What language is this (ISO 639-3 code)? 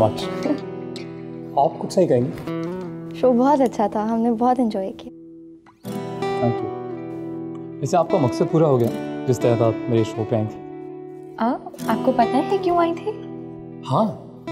hin